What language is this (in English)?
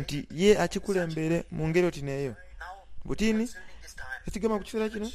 Soga